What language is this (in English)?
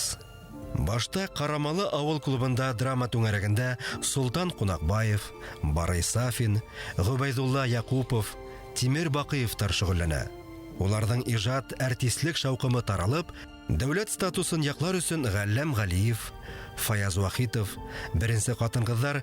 Bashkir